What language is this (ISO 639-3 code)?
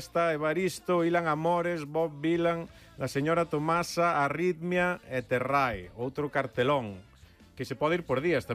glg